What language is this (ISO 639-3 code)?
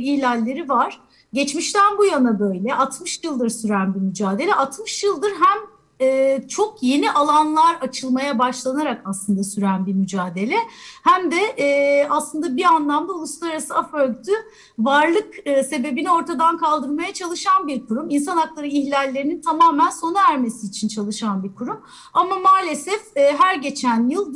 tur